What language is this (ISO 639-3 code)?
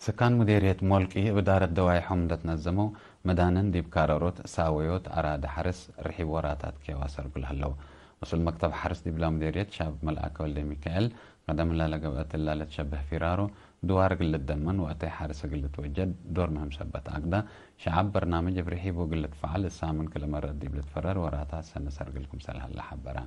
tig